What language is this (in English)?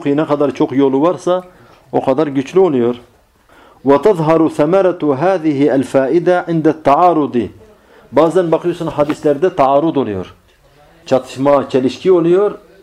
Turkish